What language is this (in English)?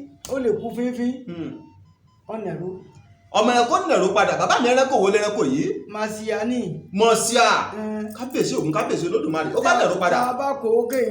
Yoruba